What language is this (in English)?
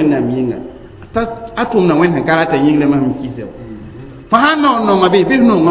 Mossi